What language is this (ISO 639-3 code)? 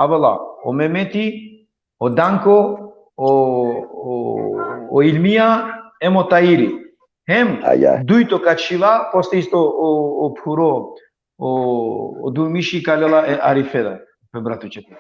rmn